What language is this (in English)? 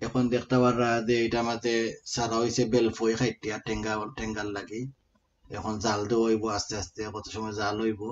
Sylheti